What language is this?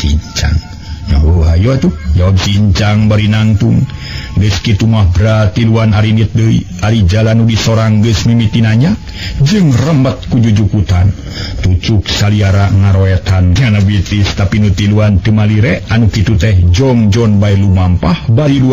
Sundanese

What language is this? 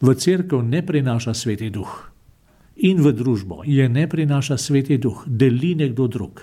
Slovenian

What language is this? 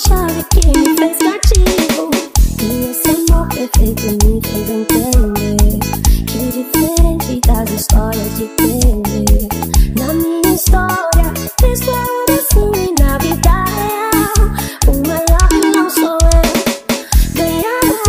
Portuguese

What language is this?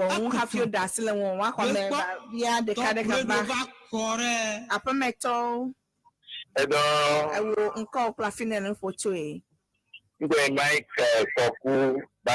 Ewe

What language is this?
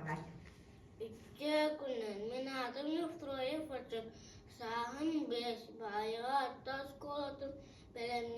Yakut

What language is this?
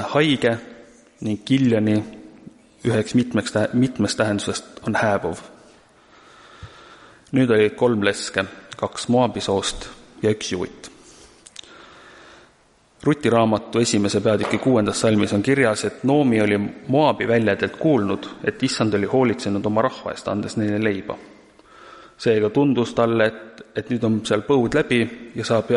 Estonian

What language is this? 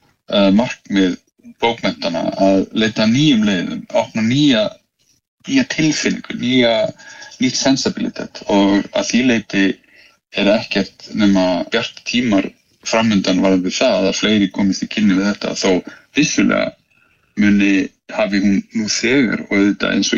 Icelandic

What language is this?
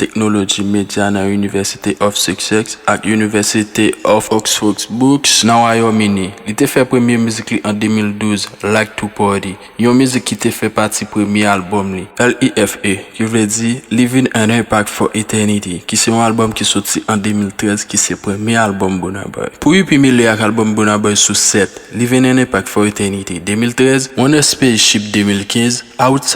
Haitian Creole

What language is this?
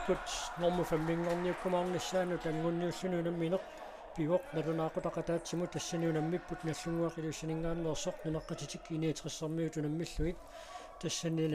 Kalaallisut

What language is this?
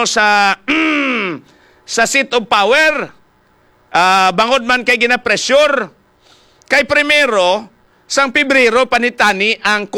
Hiligaynon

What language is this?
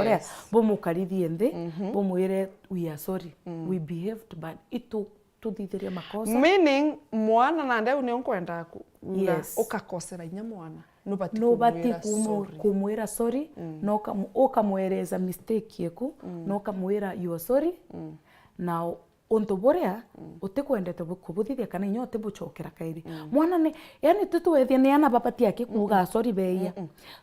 Meru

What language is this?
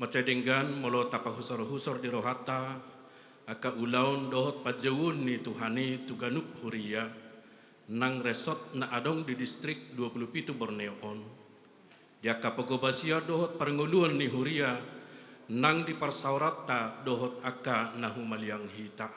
Batak Toba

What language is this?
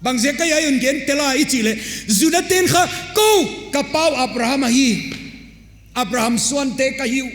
Paite Chin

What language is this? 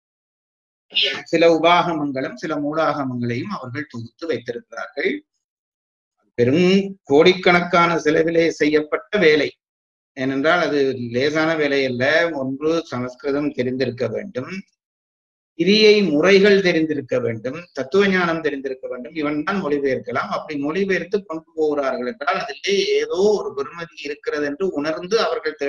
Tamil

